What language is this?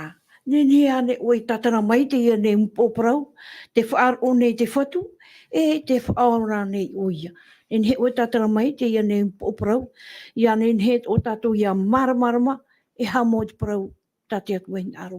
Tahitian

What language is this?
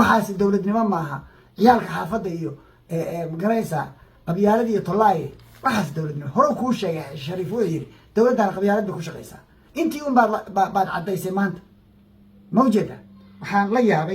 Somali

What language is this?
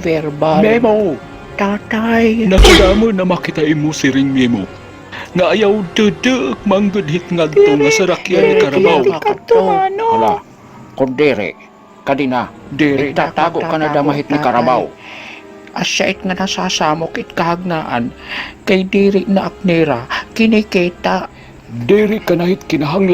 Waray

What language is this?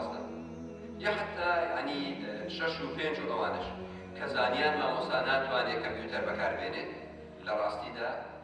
Central Kurdish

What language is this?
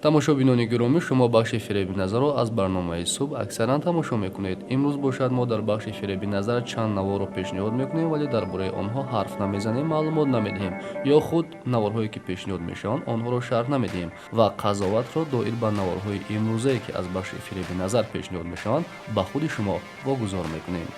Tajik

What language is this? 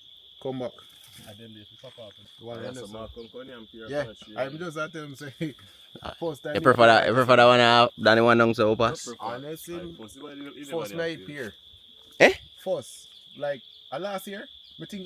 Jamaican Creole English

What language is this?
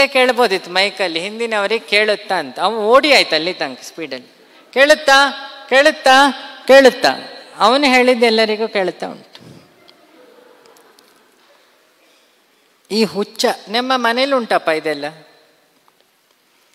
Kannada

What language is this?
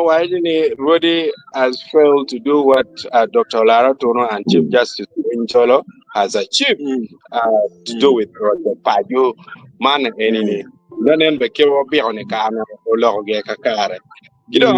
Acoli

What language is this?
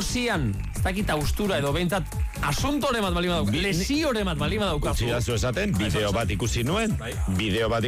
Basque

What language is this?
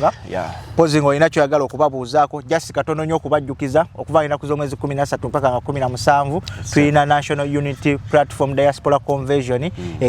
Ganda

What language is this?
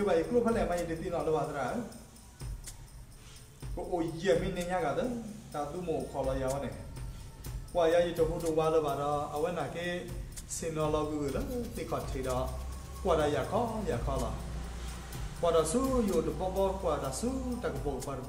S'gaw Karen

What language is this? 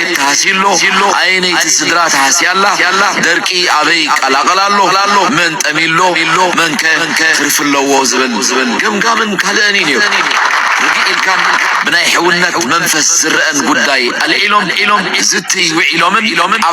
Tigrinya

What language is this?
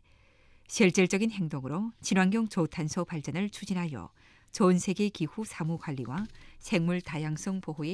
Korean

